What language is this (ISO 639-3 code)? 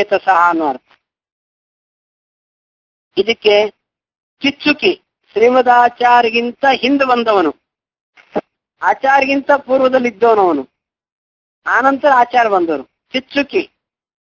kan